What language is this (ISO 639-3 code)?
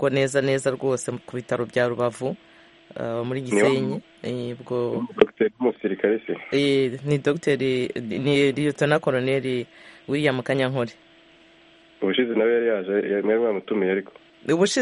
kin